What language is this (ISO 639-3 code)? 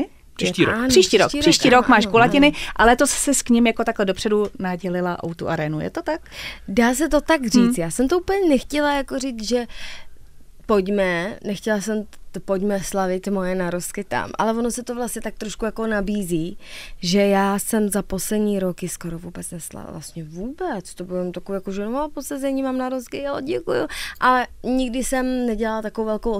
ces